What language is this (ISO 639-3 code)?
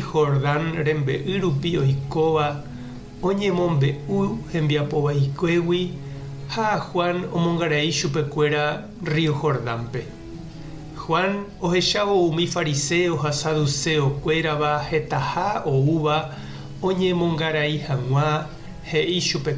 grn